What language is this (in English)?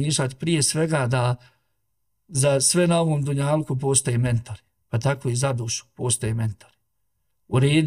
Bosnian